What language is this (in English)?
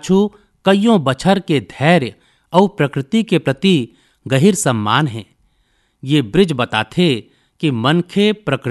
Chhattisgarhi